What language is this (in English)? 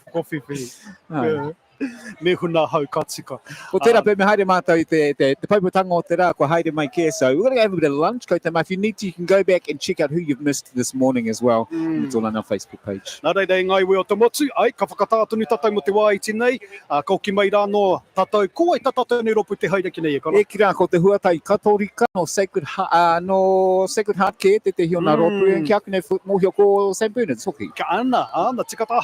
Māori